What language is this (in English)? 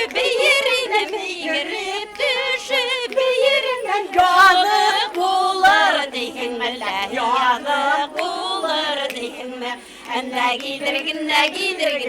Bashkir